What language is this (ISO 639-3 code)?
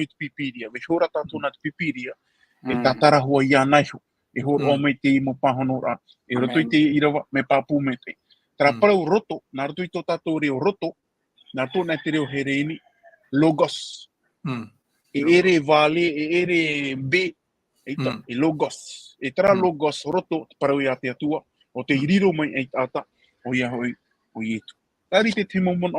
tah